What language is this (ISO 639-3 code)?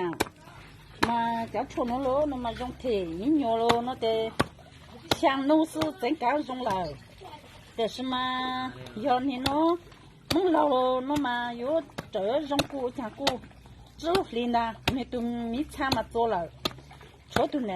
hmn